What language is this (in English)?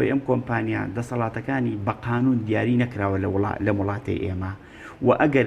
Central Kurdish